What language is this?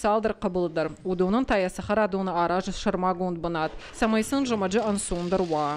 Ossetic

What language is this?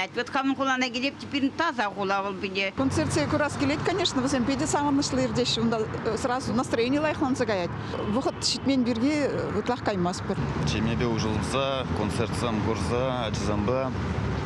Chuvash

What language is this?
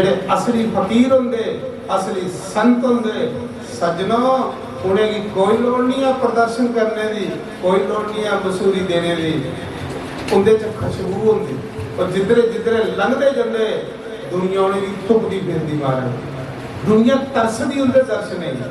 Dogri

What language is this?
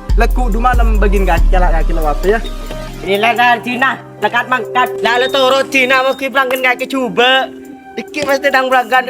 Madurese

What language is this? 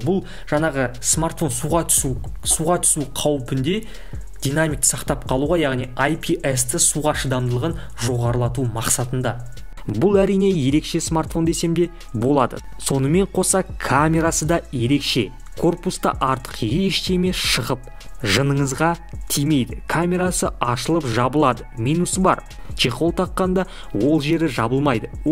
Kazakh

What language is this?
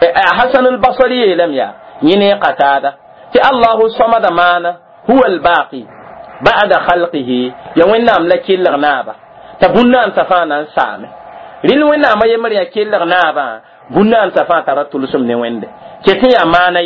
Mossi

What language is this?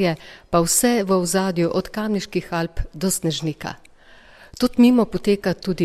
Slovenian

